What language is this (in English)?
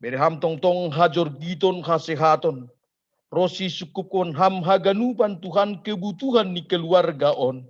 Batak Simalungun